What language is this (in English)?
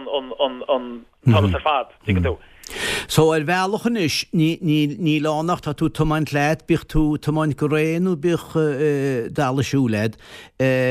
Irish